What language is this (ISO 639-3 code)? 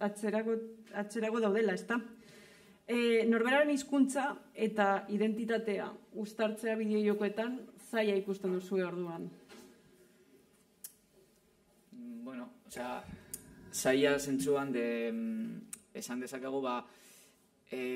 eus